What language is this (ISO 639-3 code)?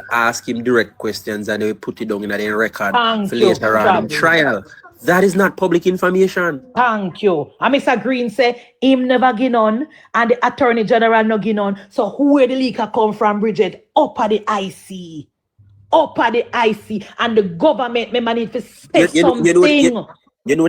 jam